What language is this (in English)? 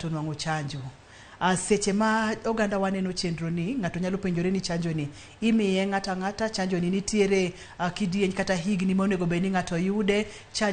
Luo (Kenya and Tanzania)